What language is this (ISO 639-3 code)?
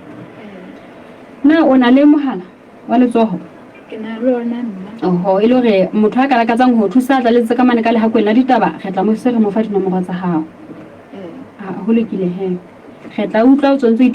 sot